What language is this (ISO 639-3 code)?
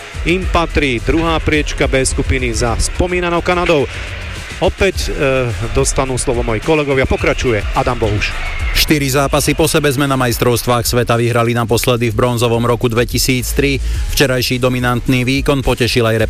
slk